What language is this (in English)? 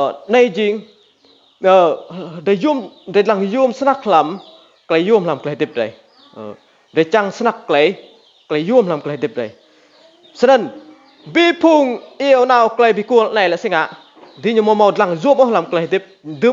Rade